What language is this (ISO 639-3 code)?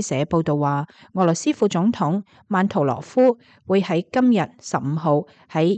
yue